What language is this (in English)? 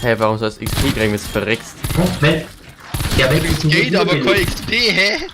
Bavarian